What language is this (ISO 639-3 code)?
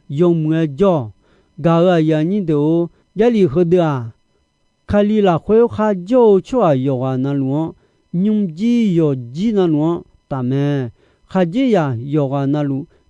ahk